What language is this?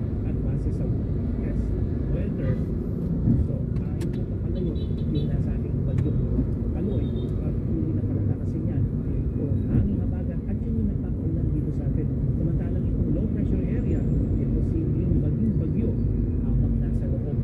Filipino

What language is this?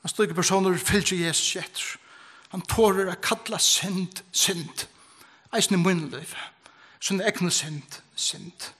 Faroese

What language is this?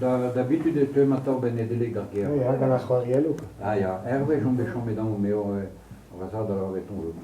Breton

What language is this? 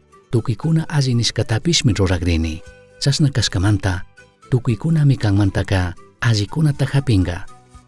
Chimborazo Highland Quichua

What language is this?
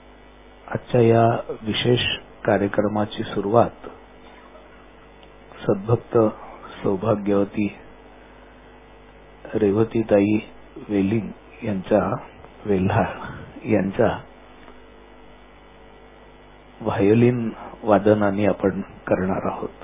Marathi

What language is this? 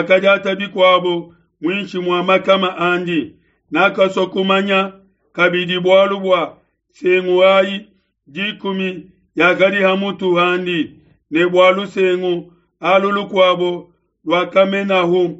Luba-Lulua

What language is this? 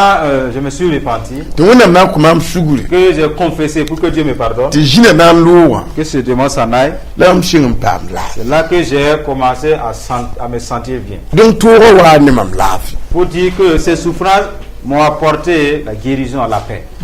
Mossi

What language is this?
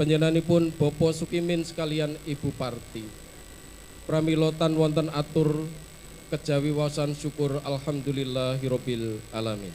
Javanese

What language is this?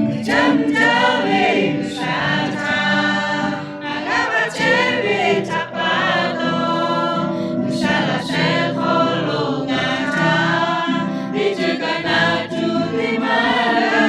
Lahu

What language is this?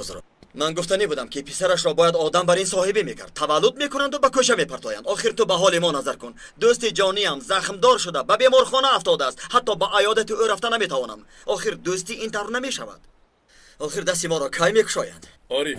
Tajik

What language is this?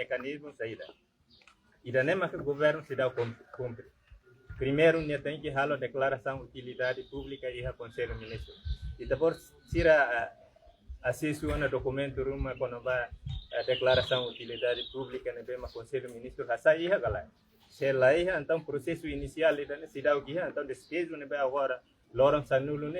Tetum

